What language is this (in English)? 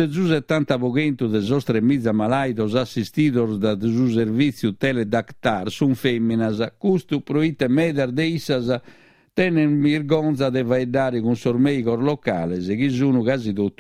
Sardinian